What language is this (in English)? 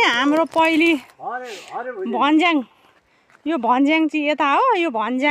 Nepali